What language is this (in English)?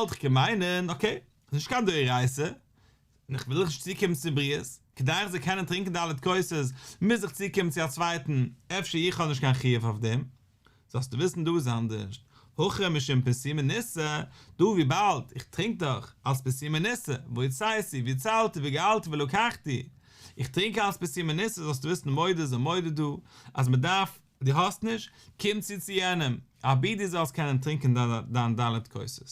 Yiddish